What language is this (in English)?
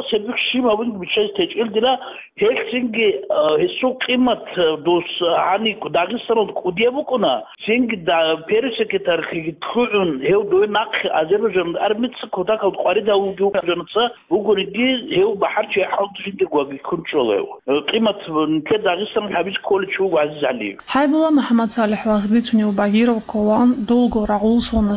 Avaric